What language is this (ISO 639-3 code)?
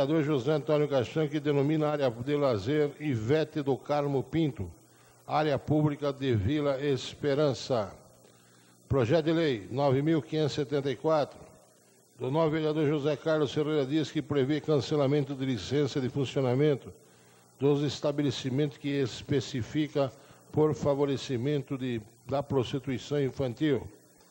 por